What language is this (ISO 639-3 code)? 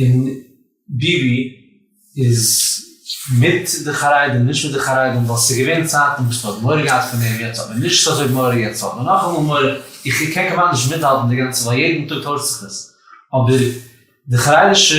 yid